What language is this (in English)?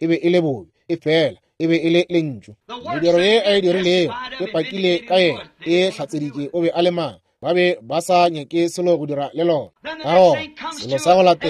Northern Sotho